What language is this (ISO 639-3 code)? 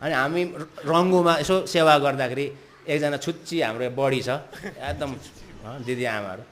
nep